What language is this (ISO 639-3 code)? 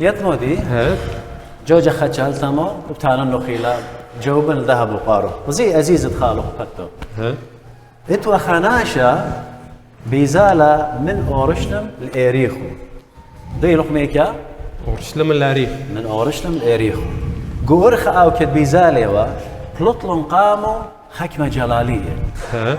aii